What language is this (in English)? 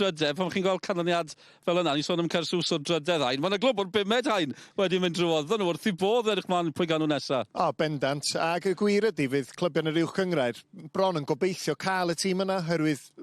Welsh